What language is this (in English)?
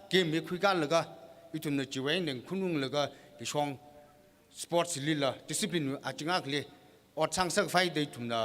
Tangkhul Naga (India)